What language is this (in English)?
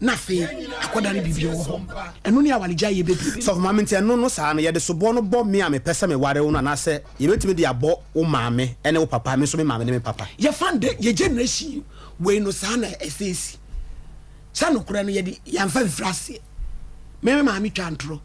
Akan